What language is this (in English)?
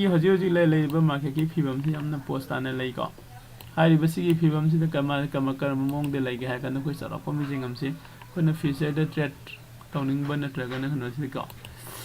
Manipuri